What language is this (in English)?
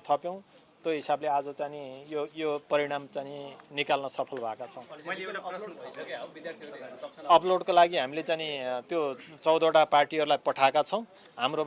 Nepali